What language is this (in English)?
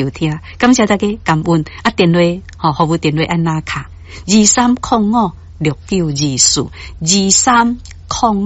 Min Nan Chinese